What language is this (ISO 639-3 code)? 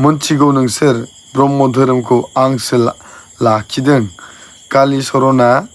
brx